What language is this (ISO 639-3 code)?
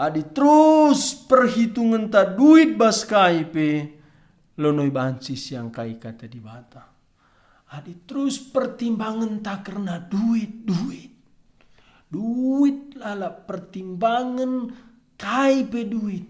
btx